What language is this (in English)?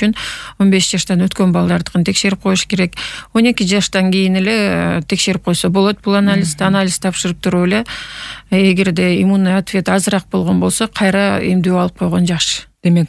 Kyrgyz